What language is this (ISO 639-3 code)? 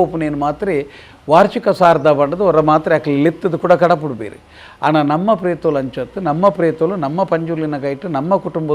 tcy